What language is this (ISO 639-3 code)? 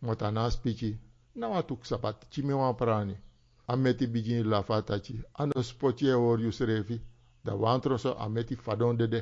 srn